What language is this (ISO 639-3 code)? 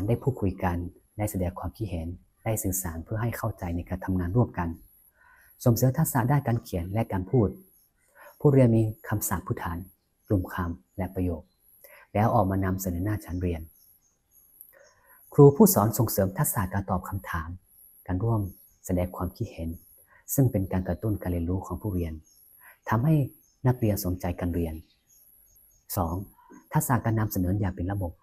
lao